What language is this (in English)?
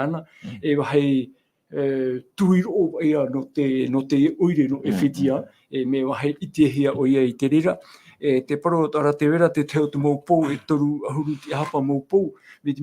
Tahitian